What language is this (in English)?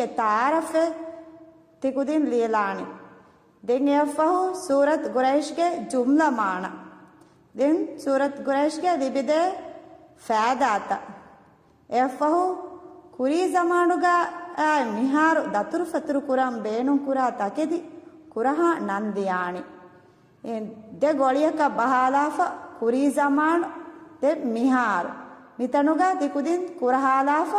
Divehi